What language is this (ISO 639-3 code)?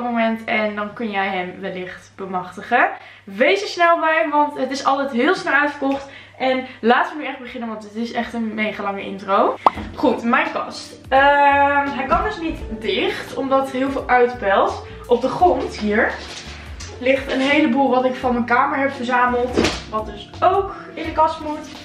nld